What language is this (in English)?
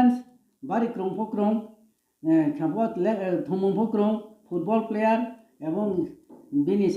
Riang (India)